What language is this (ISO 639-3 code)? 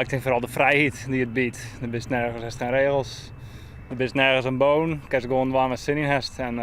fry